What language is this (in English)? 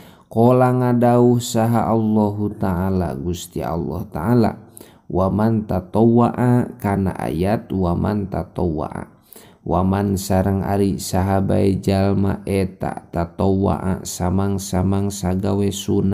Sundanese